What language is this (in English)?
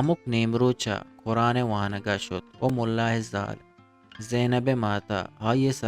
Eastern Balochi